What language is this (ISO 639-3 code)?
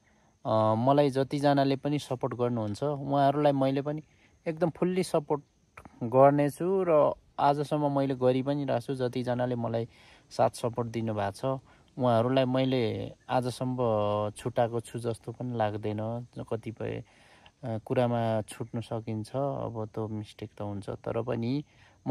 nep